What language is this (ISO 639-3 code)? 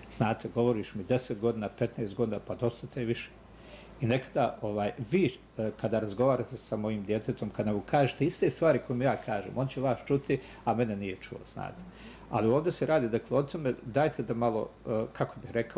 bos